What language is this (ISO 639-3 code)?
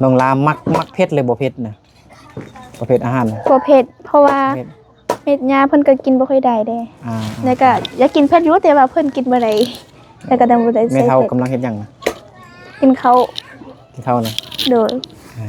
lao